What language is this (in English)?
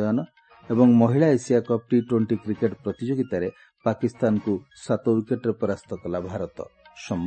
Odia